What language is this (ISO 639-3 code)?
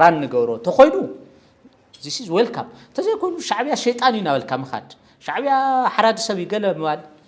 tir